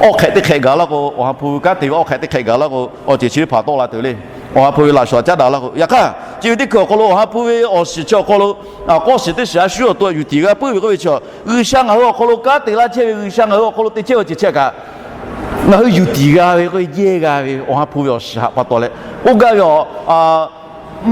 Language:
Lahu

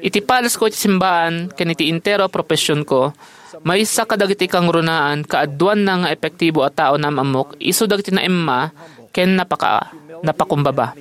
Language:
Iloko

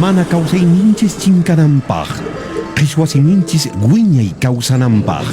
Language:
Quechua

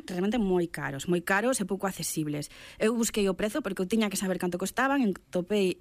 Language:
Galician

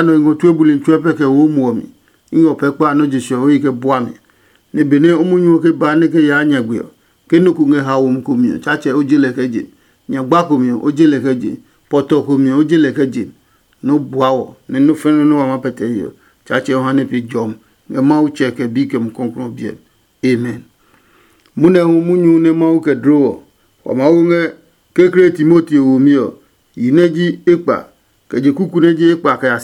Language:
Adangme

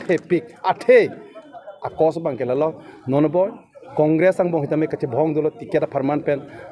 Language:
Karbi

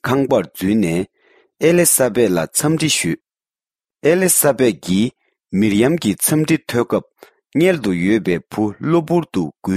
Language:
Tibetan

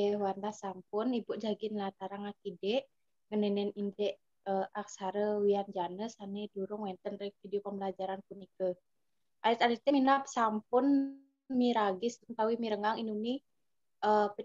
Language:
Balinese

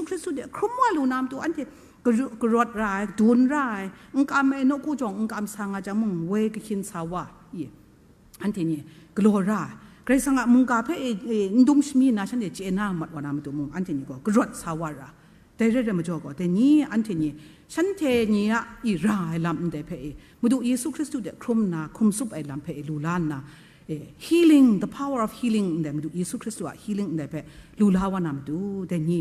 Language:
Kachin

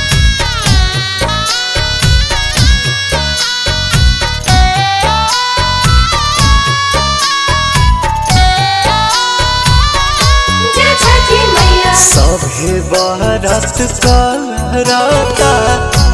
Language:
Bhojpuri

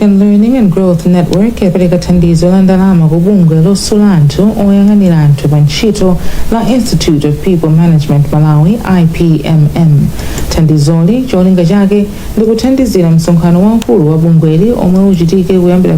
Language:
Nyanja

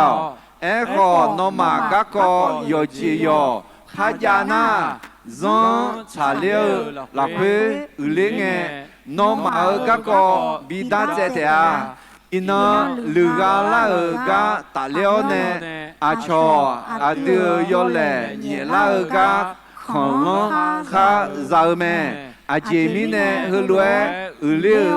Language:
Akha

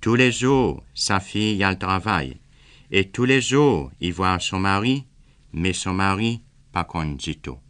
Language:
Seselwa Creole French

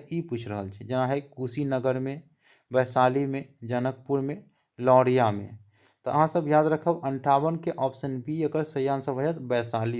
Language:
Maithili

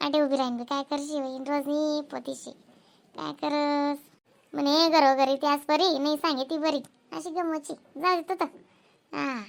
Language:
Khandesi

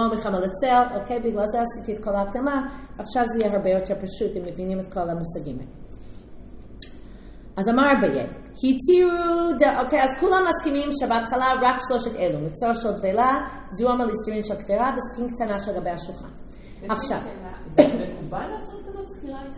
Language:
Hebrew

